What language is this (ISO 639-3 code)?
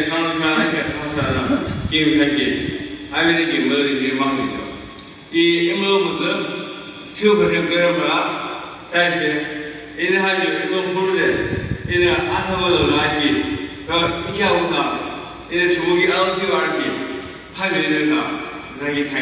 yim